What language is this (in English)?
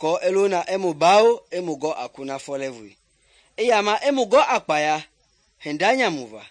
Mende